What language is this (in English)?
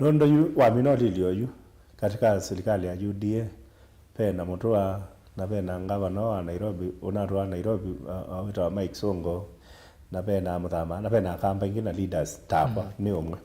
Kamba